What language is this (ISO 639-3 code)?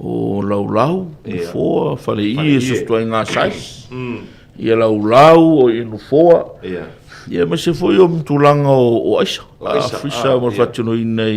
smo